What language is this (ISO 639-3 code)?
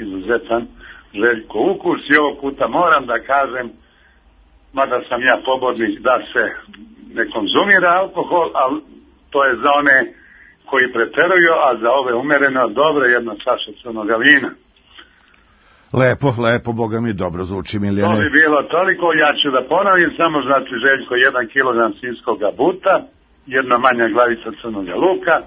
srp